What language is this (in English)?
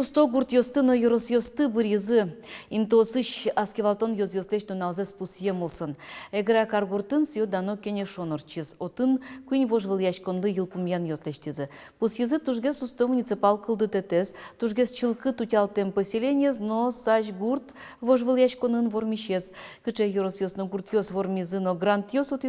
Udmurt